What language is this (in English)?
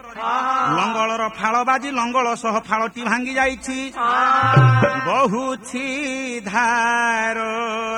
Odia